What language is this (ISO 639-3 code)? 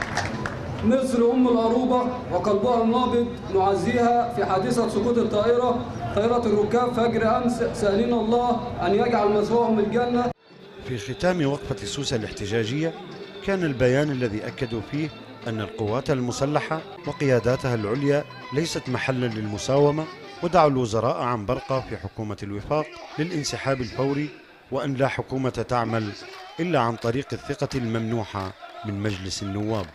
ara